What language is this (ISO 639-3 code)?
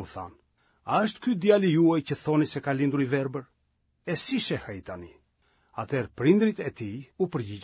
sqi